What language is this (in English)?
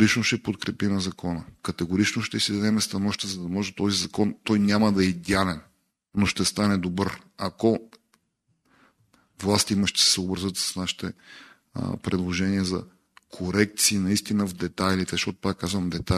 Bulgarian